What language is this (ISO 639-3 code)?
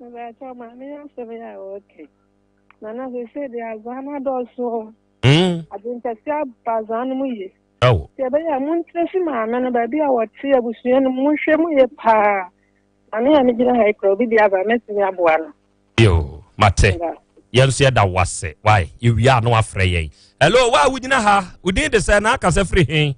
aka